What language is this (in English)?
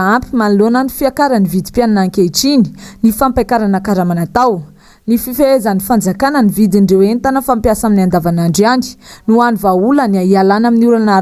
Malagasy